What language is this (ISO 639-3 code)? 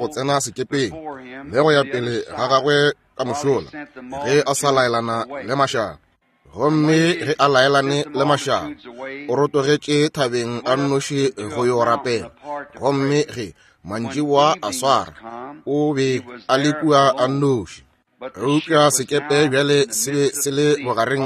nso